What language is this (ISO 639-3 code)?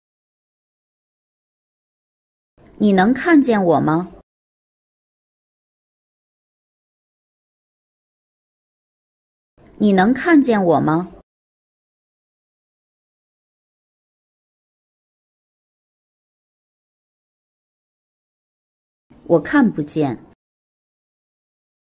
zho